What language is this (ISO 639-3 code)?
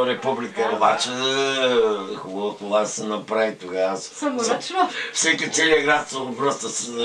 bul